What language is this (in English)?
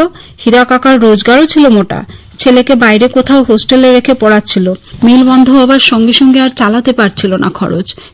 Bangla